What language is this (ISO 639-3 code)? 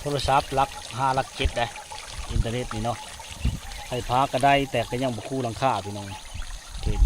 lao